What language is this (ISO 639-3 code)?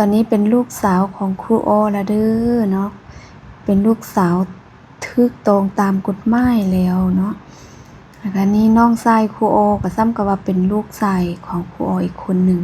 lao